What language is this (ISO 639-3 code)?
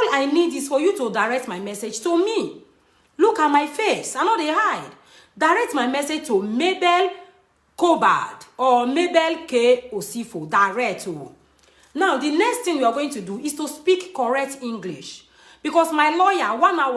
pcm